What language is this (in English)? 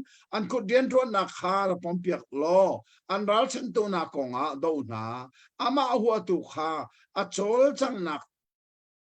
Hakha Chin